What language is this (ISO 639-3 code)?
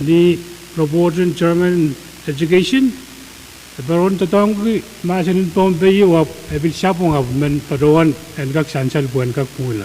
pon